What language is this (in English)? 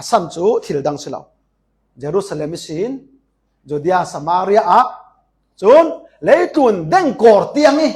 Falam Chin